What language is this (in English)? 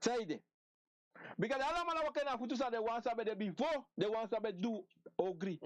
Sranan Tongo